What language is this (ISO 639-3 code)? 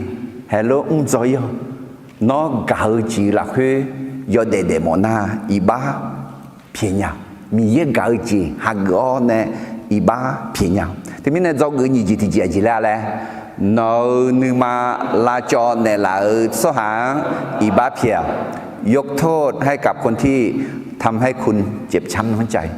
ahk